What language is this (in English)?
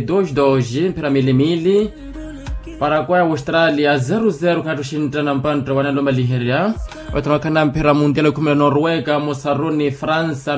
Makhuwa